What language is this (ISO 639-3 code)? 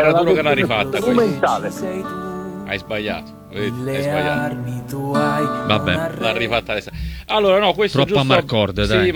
ita